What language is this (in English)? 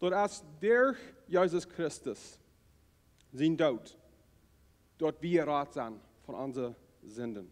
Plautdietsch